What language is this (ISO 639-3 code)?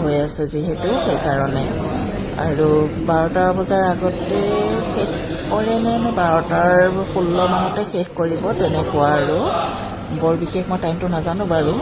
asm